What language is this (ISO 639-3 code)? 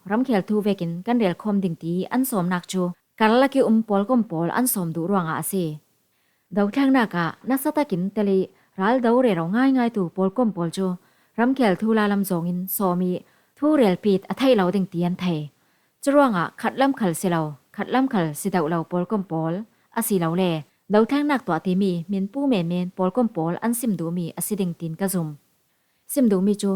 cfm